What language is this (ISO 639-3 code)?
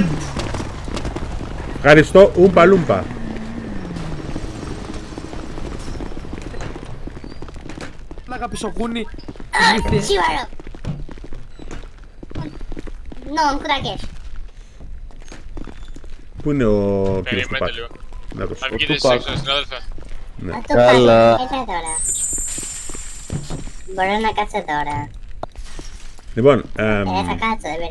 ell